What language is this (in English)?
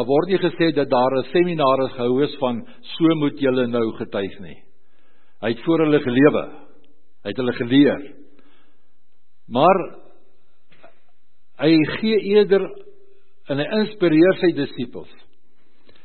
Afrikaans